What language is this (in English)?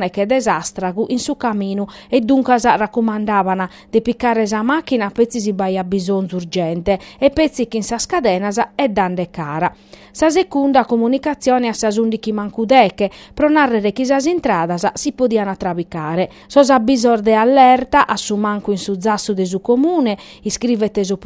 Sardinian